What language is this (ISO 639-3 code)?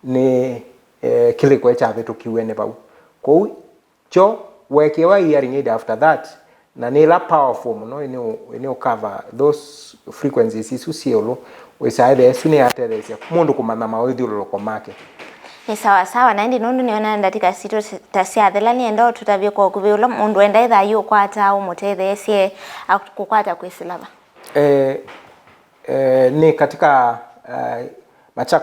kam